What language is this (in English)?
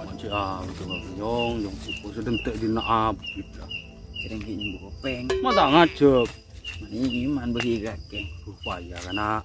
Madurese